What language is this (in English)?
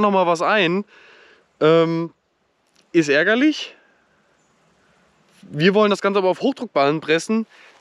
German